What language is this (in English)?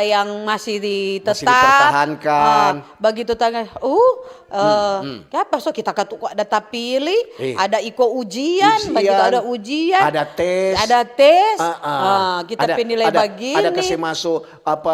Manado Malay